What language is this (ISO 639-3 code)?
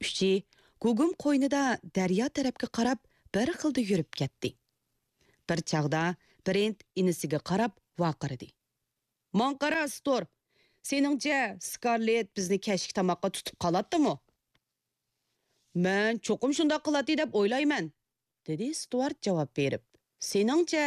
uig